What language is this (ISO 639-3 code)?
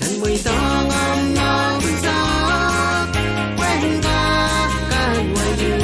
pon